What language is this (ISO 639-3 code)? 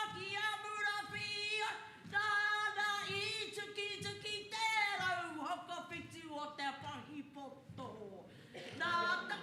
mri